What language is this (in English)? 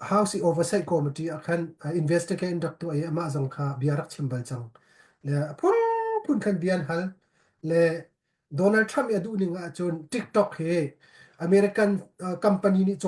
Hakha Chin